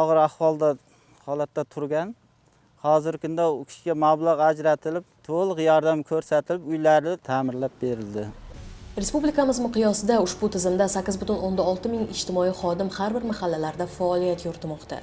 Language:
Uzbek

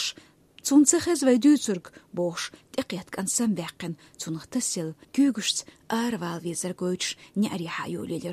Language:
Chechen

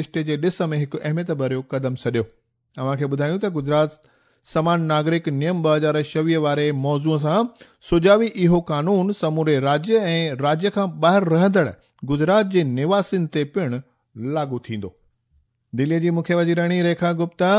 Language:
Sindhi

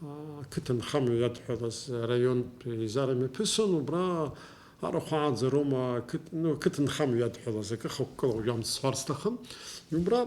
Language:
Abkhazian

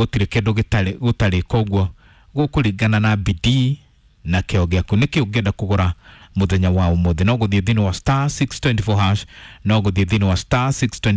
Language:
Kikuyu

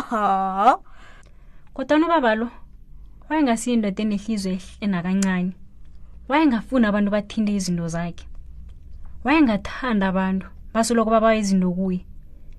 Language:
South Ndebele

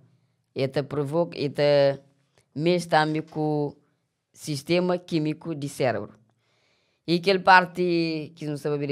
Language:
Kabuverdianu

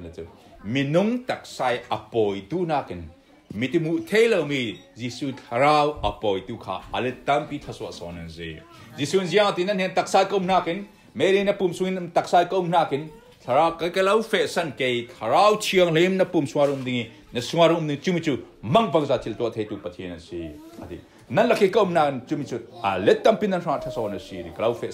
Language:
Falam Chin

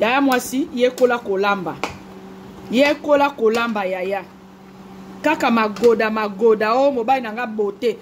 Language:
Lingala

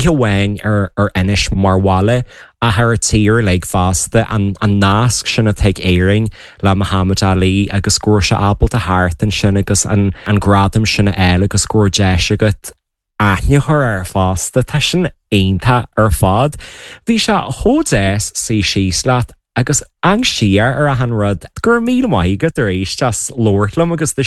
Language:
Irish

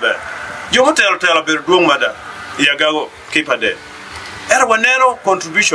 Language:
Acoli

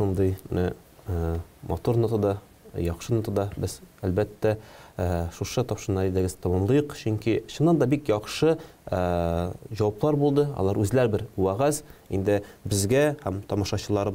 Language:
Tatar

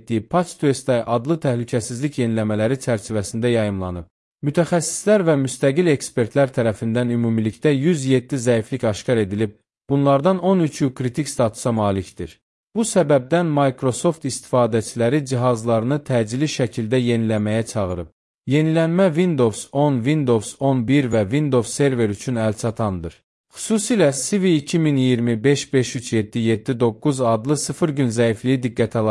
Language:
Azerbaijani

